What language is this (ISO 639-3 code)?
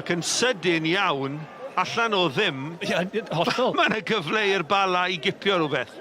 cym